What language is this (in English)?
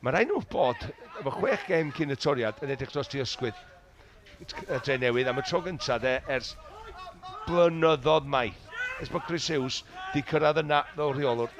Welsh